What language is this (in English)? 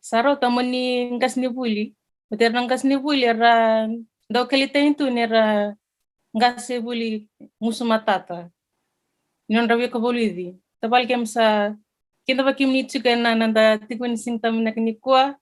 Fijian